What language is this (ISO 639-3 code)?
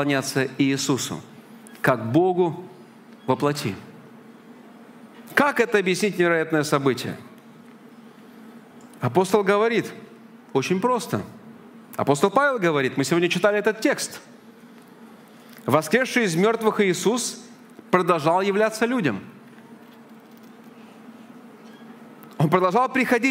rus